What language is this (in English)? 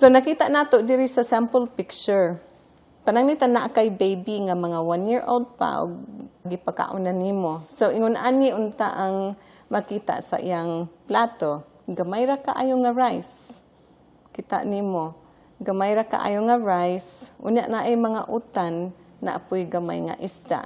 Cebuano